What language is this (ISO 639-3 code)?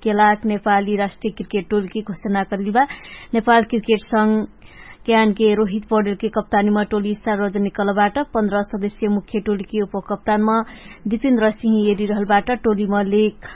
thl